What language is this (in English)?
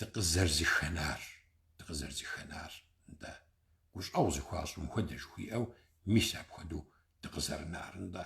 Kabardian